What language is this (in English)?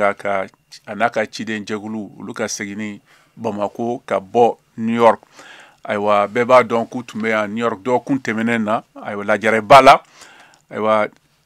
Bambara